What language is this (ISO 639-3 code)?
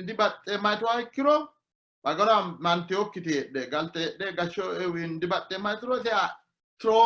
sid